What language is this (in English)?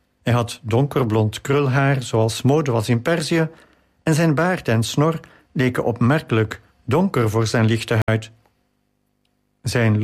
Dutch